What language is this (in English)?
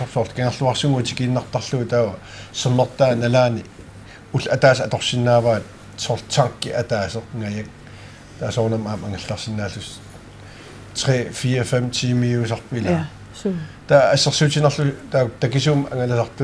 Kalaallisut